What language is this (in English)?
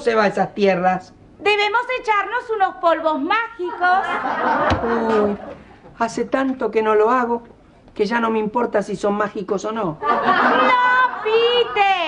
Spanish